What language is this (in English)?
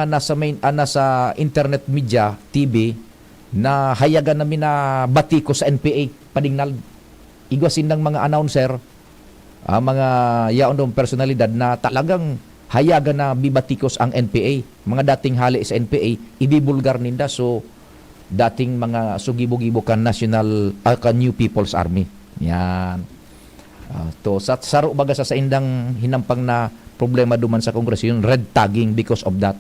Bikol